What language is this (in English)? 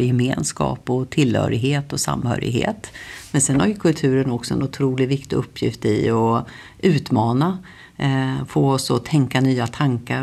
Swedish